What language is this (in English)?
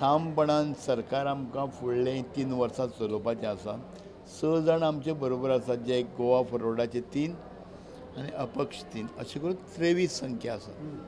Konkani